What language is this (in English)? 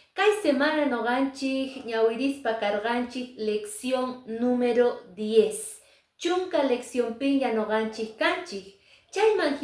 Quechua